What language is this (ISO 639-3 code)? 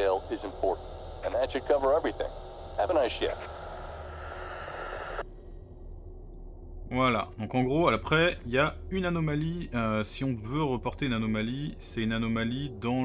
fra